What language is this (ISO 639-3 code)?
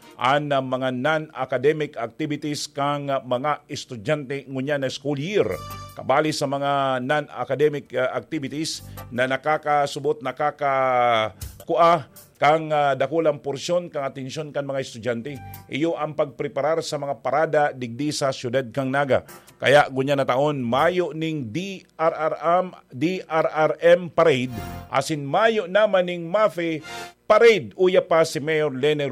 bik